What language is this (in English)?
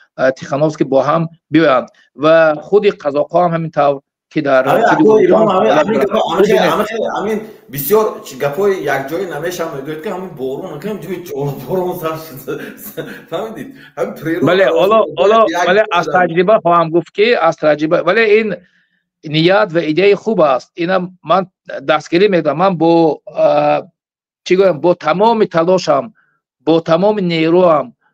Tajik